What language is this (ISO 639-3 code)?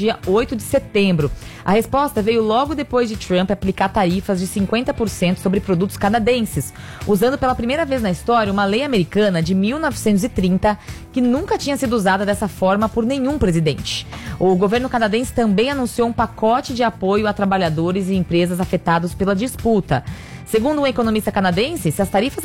por